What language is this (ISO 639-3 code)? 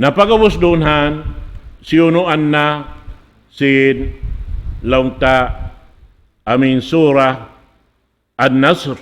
tsg